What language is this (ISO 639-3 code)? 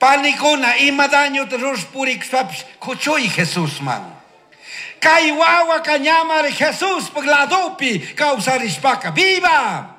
qug